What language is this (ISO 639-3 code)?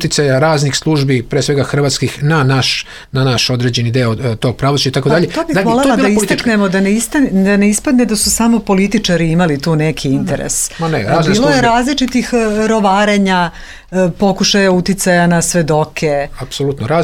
srp